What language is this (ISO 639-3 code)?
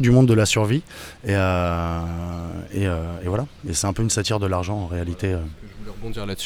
fra